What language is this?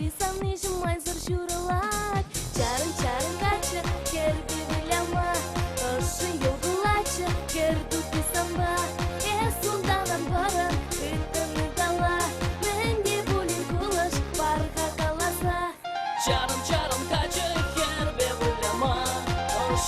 Chuvash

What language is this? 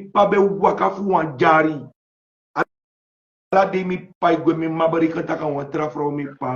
Sranan Tongo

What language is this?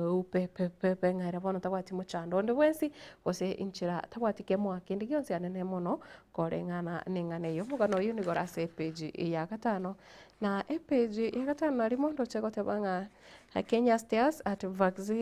Gusii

